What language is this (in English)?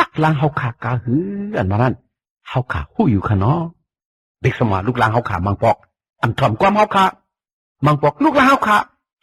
Shan